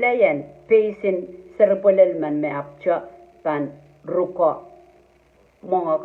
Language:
Pohnpeian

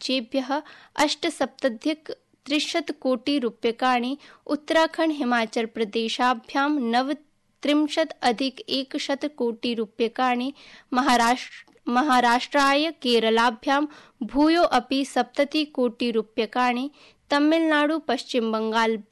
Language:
Sanskrit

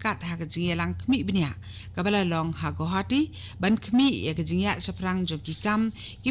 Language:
Khasi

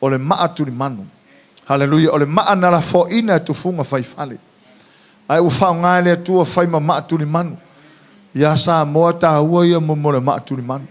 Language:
Samoan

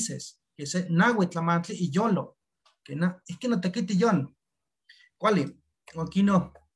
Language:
Eastern Huasteca Nahuatl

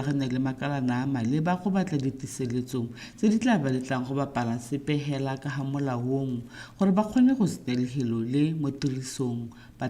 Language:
Tswana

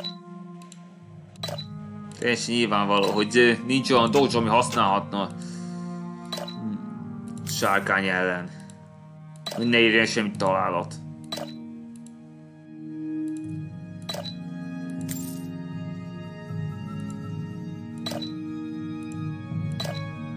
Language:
Hungarian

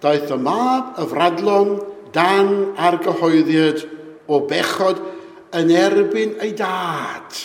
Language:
Welsh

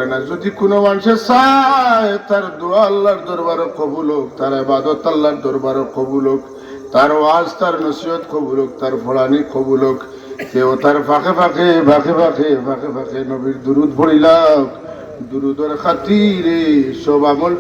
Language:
Sylheti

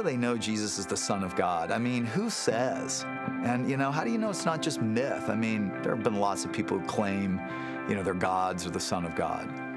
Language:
English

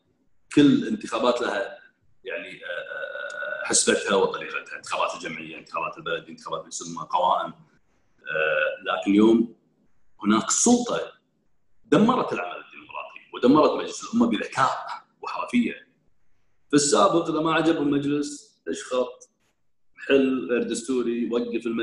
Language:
Gulf Arabic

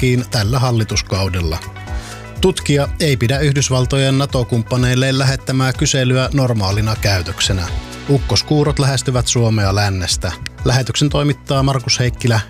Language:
Finnish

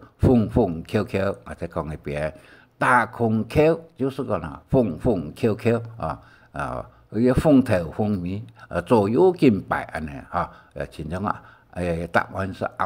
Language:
Hakka Chinese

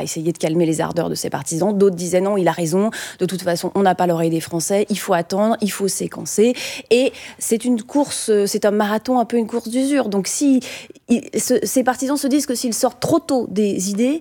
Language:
French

